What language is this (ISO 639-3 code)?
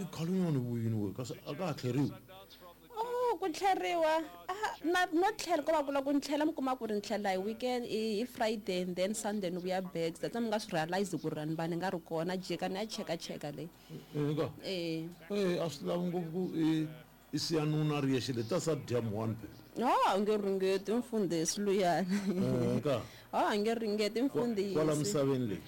tso